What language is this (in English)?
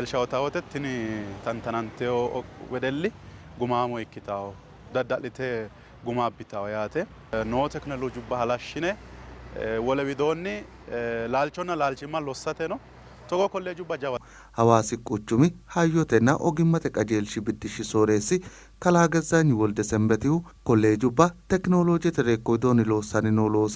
Sidamo